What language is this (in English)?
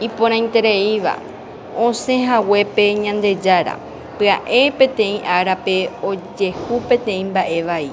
Guarani